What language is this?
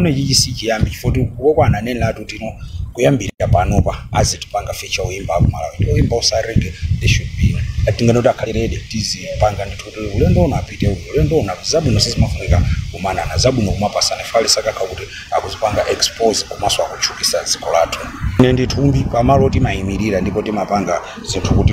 Nyanja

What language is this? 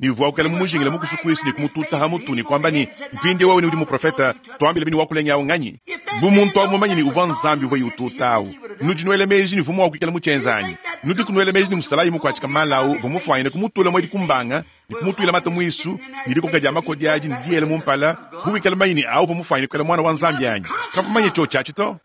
Luba-Lulua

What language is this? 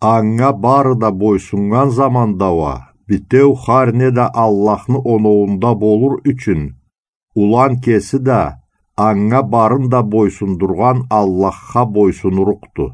Karachay-Balkar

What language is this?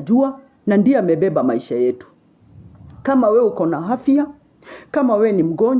Swahili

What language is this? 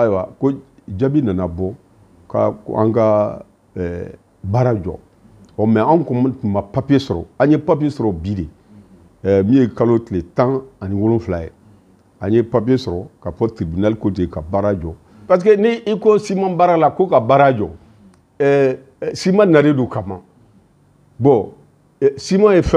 Bambara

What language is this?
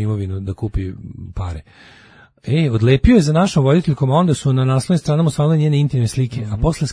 Serbian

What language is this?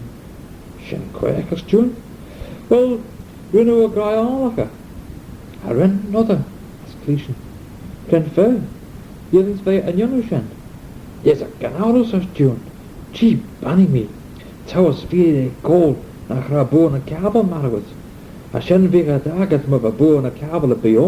Manx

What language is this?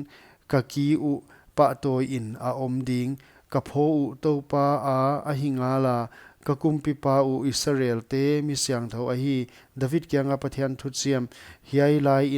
Paite Chin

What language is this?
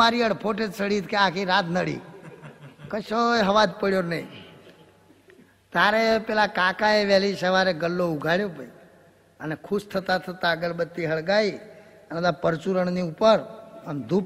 Gujarati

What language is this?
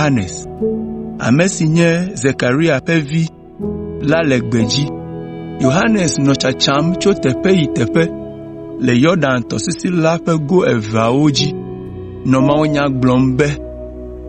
Ewe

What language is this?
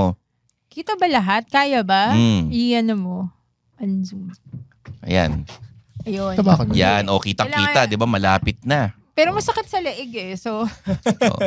Filipino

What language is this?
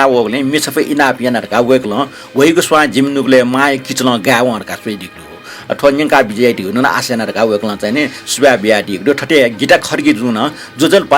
Newari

